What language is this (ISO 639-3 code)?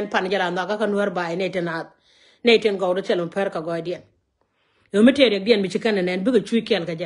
nus